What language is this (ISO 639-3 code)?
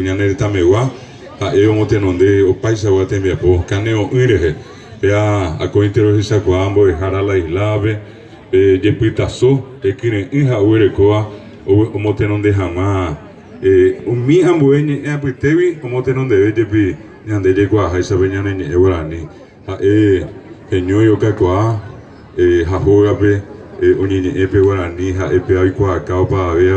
grn